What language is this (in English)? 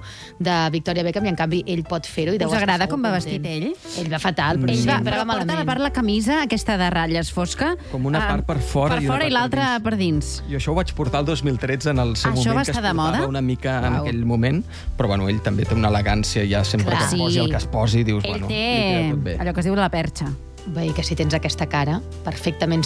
Catalan